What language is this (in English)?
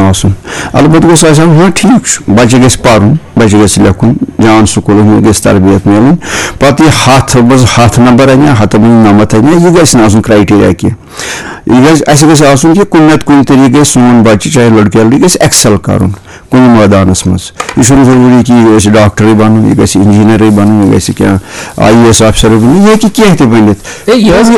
Kashmiri